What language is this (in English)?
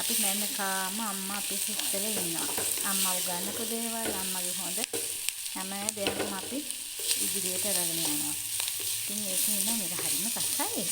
Sinhala